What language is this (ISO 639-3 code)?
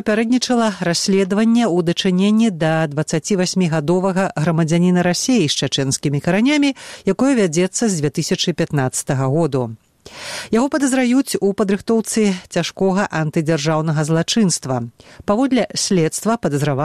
bel